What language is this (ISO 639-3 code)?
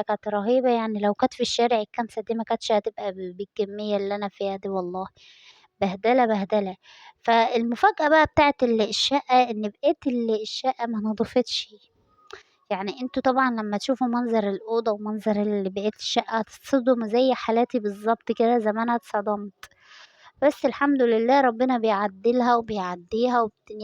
arz